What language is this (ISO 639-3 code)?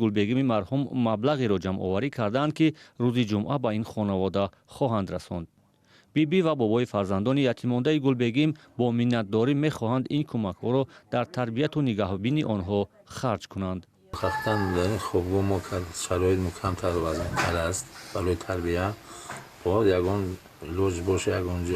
tgk